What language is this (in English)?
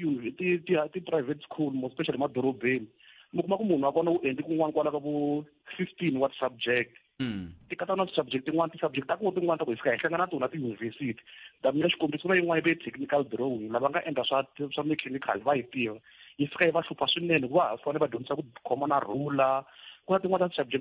Tsonga